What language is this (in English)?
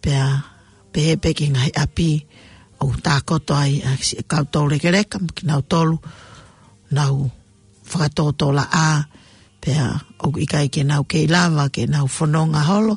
Tongan